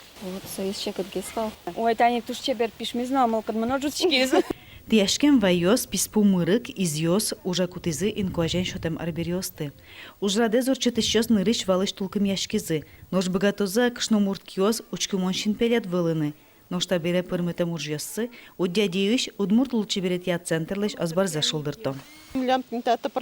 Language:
Udmurt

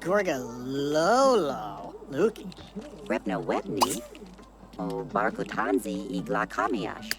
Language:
Bavarian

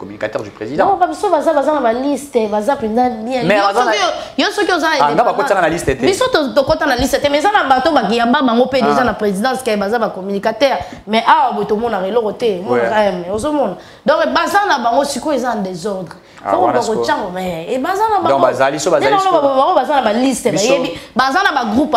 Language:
French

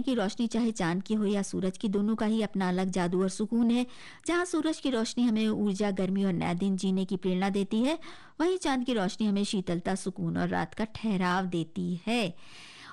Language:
Hindi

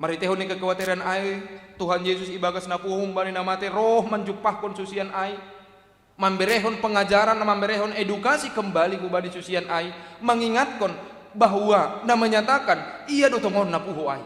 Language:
Batak Simalungun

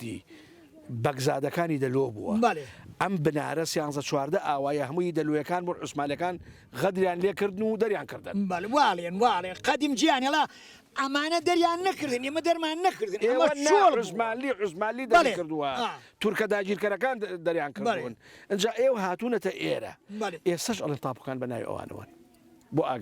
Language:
Central Kurdish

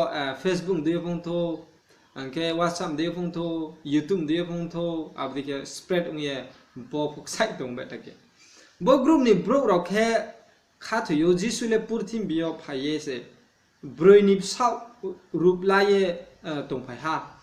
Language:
Riang (India)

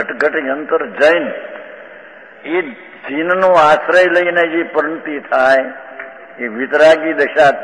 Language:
Gujarati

